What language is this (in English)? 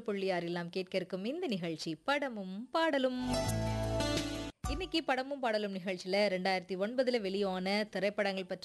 Tamil